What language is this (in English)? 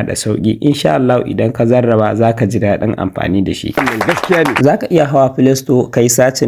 Hausa